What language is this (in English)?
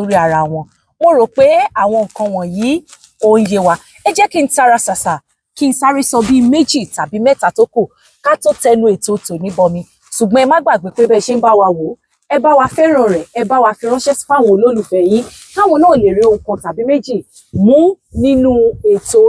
Yoruba